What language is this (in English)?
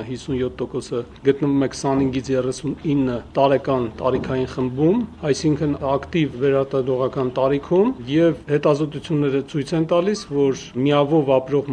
Armenian